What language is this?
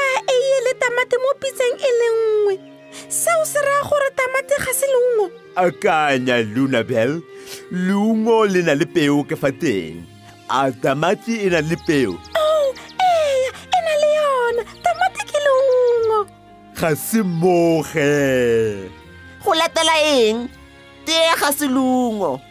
Tswana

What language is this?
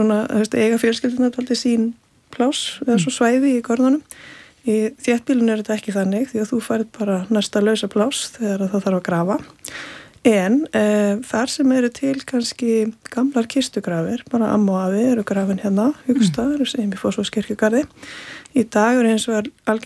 Icelandic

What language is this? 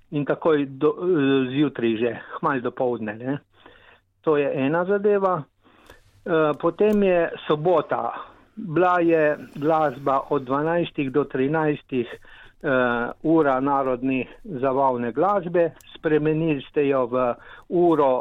Slovenian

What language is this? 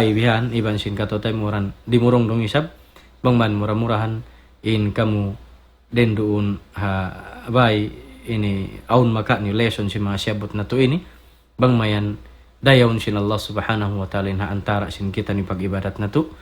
Tausug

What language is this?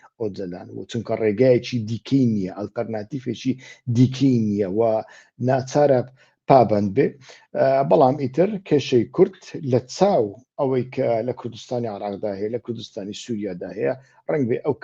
Central Kurdish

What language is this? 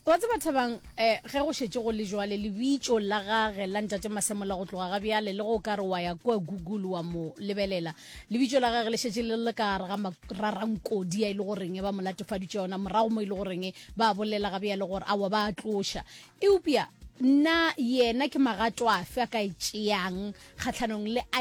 Northern Sotho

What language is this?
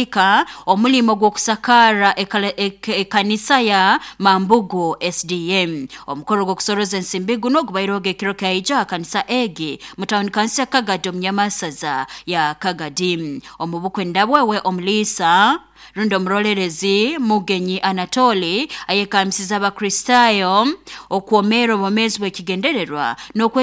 Nyoro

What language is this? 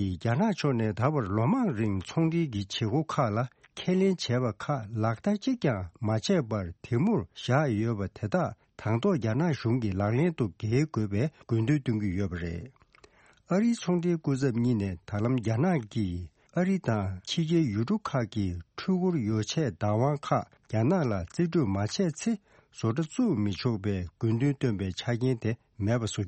Tibetan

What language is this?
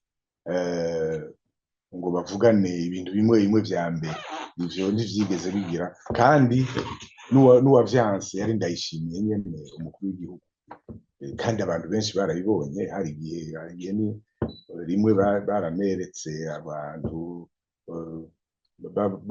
Rundi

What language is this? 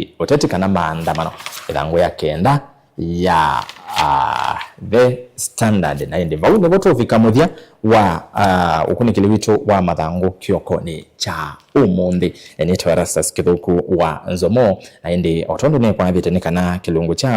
Kamba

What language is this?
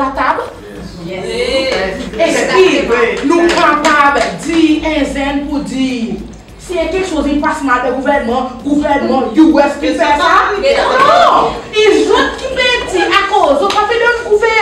Seselwa Creole French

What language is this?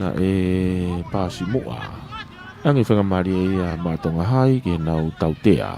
Tongan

